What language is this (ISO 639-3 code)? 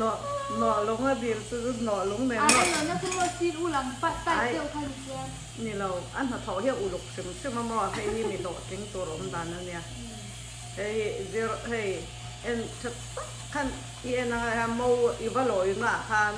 lus